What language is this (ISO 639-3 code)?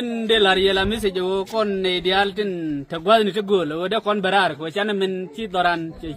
nus